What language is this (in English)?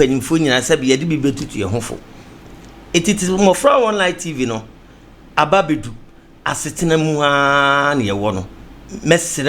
Akan